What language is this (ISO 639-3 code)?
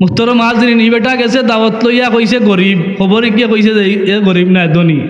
syl